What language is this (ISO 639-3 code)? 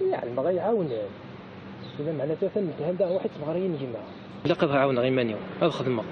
kab